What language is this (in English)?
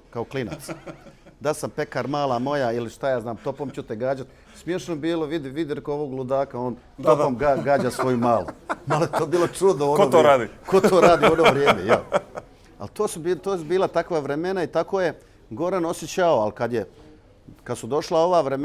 Bosnian